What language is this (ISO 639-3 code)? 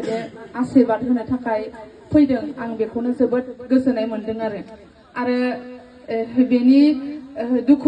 brx